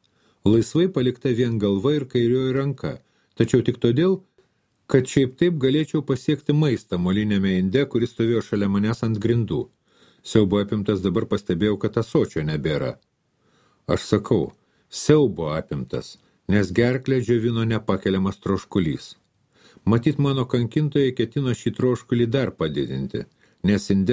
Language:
Lithuanian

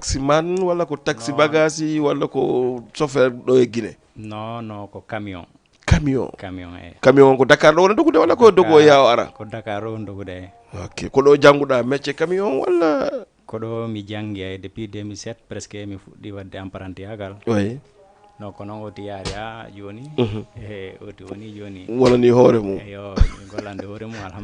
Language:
Fula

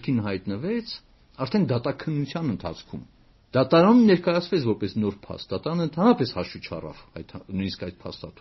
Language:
Armenian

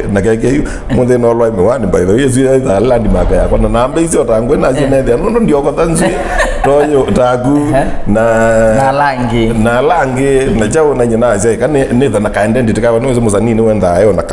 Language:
Kamba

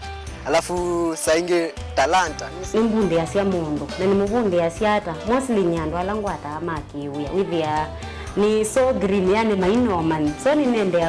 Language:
Kamba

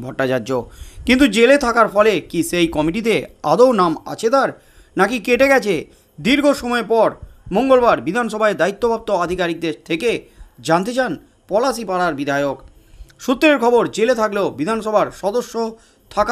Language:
Bangla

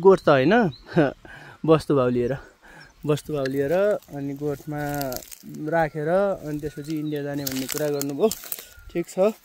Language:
Nepali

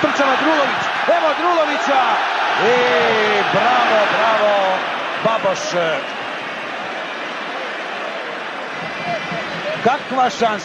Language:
Serbian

